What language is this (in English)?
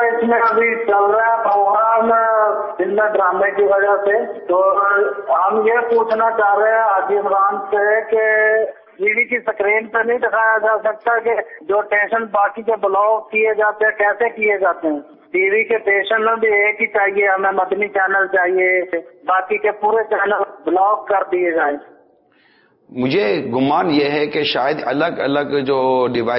Urdu